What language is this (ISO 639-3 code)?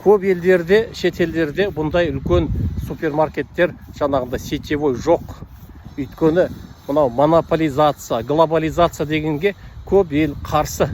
kaz